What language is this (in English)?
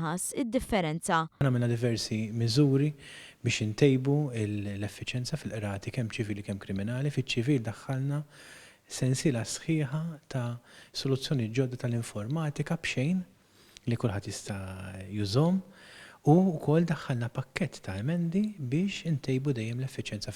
Maltese